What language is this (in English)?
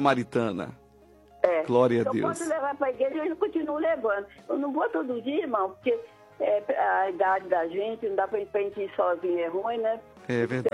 Portuguese